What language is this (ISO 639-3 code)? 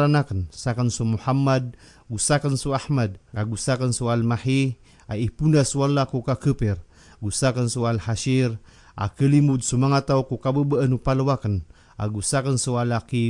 mrw